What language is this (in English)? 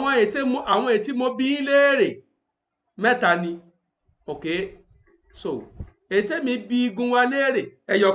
Yoruba